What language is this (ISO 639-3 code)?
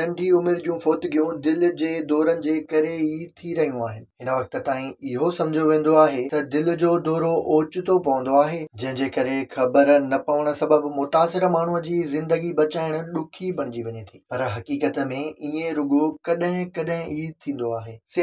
snd